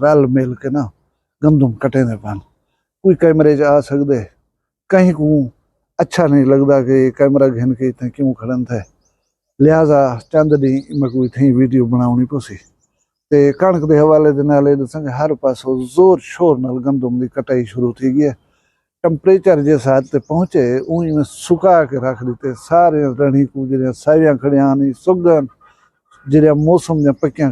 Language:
Saraiki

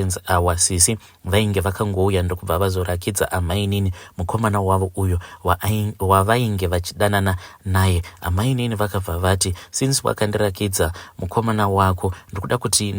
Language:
Shona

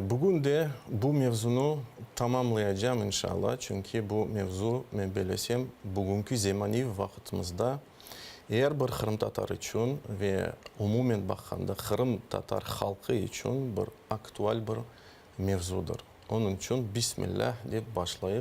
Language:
Crimean Tatar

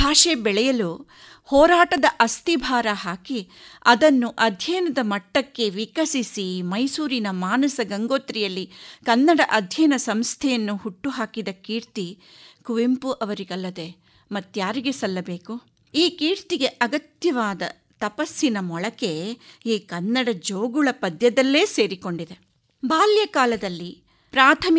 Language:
Kannada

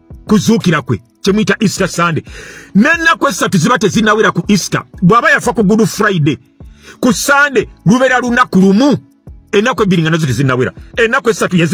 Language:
Ganda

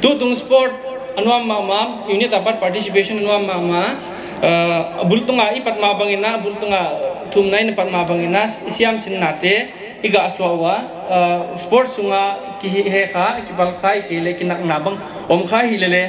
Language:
Paite Chin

